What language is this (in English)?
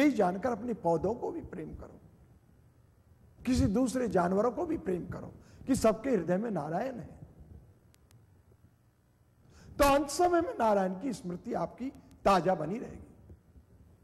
Hindi